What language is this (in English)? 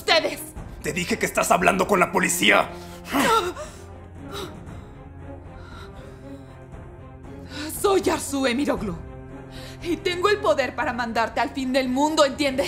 Spanish